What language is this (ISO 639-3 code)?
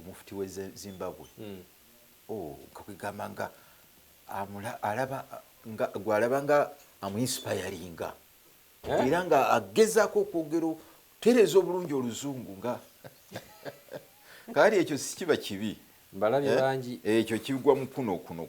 lug